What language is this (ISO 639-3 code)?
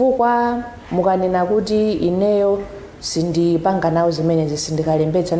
nya